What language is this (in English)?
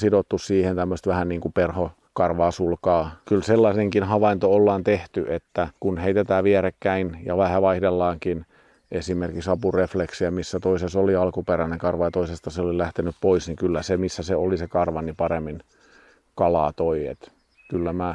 Finnish